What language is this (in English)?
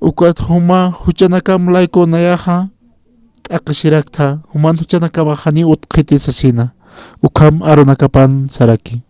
Aymara